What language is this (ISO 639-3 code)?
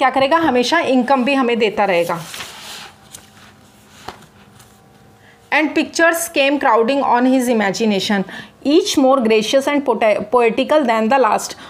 hin